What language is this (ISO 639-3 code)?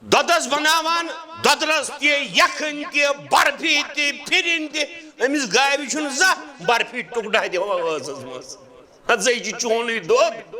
kas